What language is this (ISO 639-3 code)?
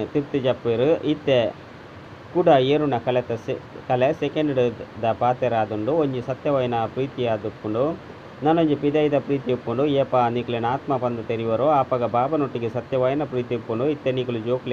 tcy